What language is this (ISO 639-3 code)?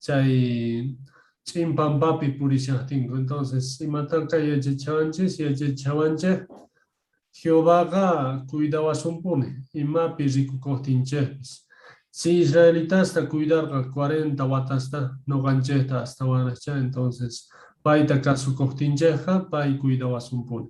que